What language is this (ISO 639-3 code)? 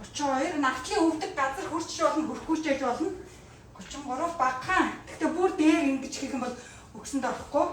mon